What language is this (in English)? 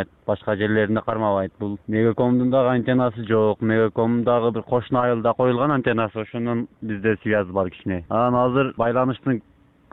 Kyrgyz